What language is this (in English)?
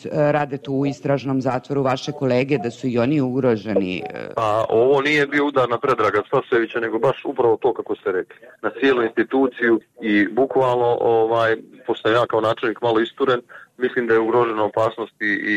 Bosnian